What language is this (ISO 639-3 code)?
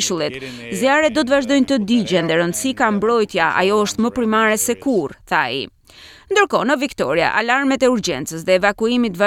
sqi